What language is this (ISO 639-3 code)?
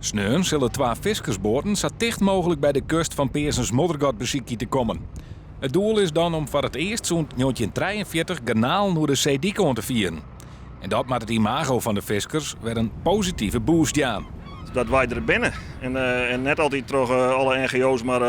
fry